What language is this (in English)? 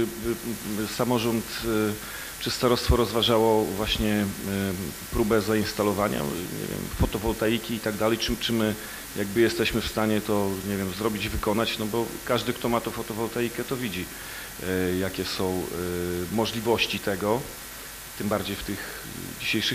Polish